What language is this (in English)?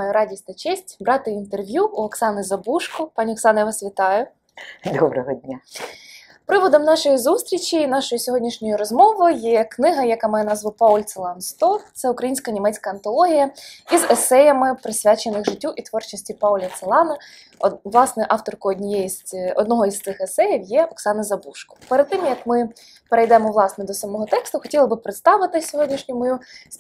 Ukrainian